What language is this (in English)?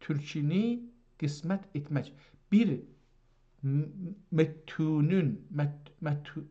South Azerbaijani